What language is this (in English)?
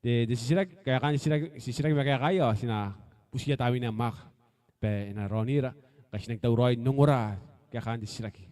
Gilbertese